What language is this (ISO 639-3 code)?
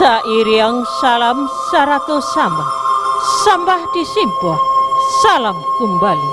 min